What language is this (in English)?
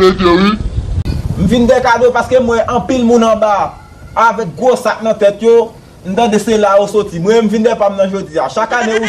Haitian Creole